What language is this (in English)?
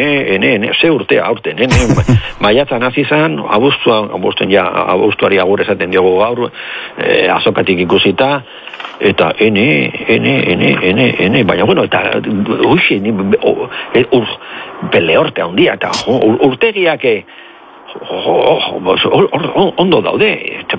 Basque